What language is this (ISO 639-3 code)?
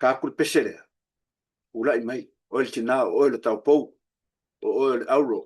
smo